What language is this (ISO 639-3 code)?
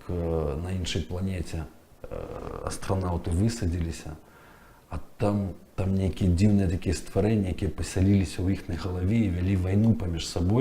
bel